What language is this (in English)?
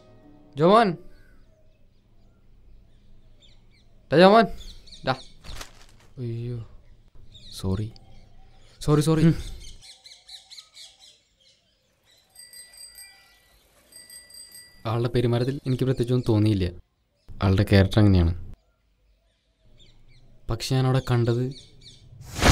Malayalam